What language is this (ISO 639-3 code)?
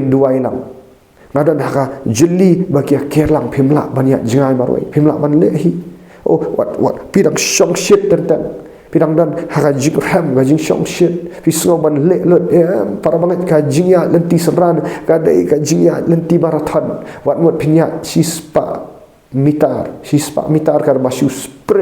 kha